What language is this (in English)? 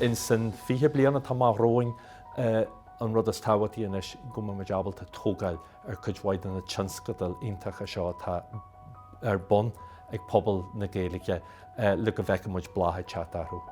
Irish